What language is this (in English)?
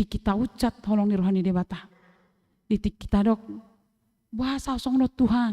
Batak Toba